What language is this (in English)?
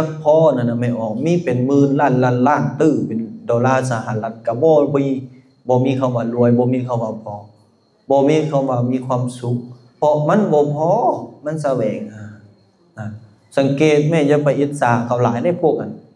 Lao